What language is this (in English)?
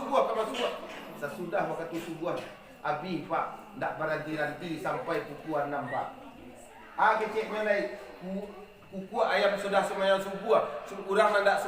Minangkabau